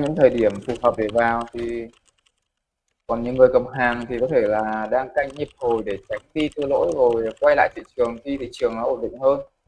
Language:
Vietnamese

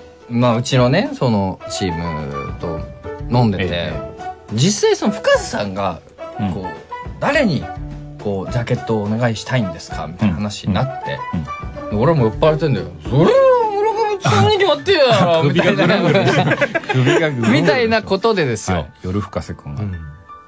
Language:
Japanese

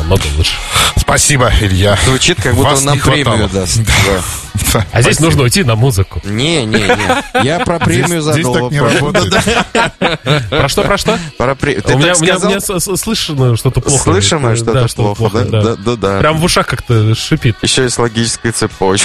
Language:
Russian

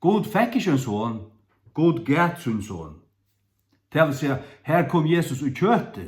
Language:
Faroese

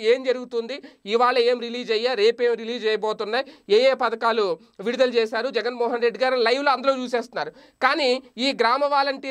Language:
Telugu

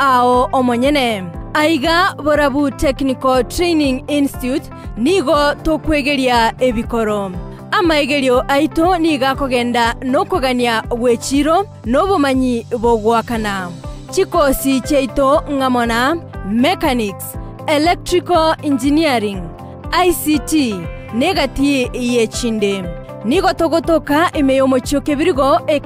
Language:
Gusii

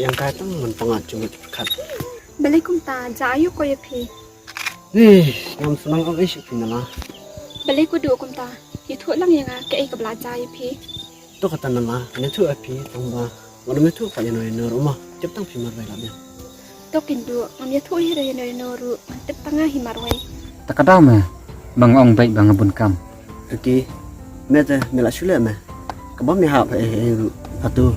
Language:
Khasi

